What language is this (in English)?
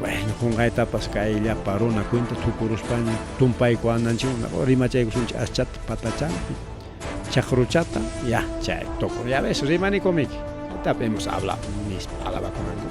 Ayacucho Quechua